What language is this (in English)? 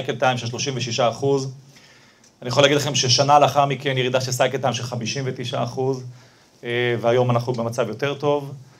Hebrew